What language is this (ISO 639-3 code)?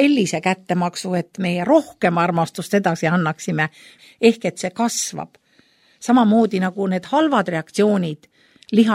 est